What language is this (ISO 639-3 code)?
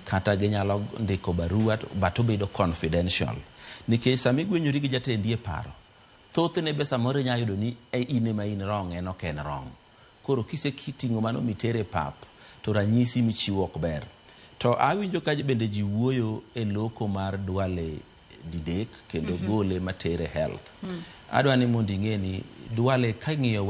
luo